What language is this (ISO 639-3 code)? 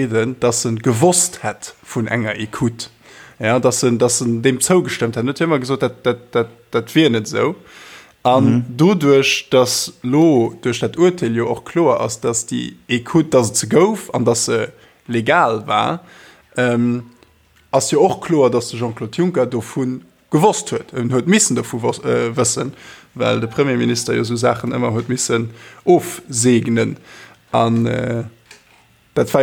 ltz